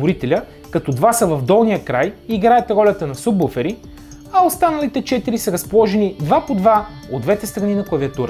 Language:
Bulgarian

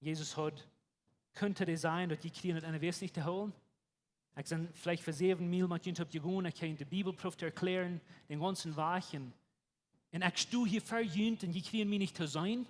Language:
Plautdietsch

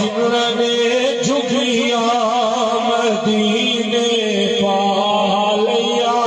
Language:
Saraiki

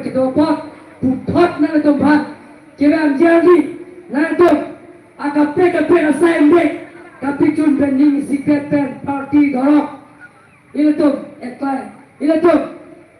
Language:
Karbi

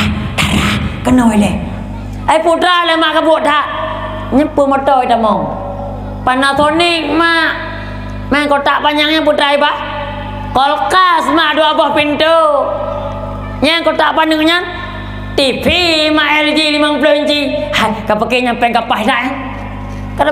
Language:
Achinese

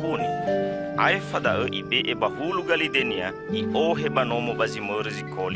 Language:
Nias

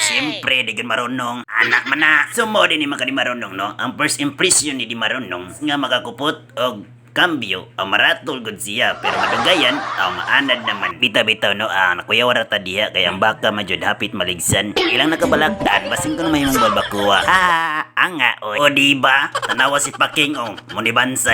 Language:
Cebuano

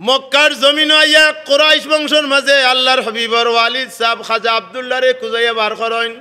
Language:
Sylheti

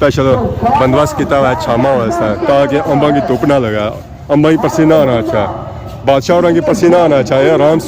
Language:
Pahari-Potwari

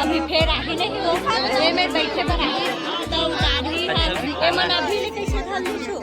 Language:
Chhattisgarhi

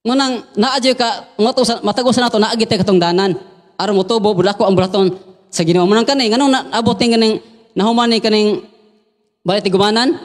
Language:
Cebuano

